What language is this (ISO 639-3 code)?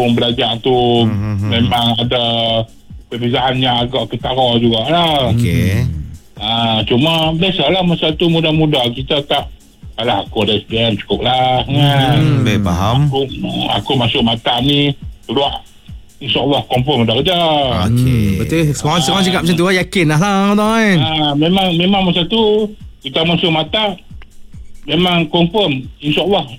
msa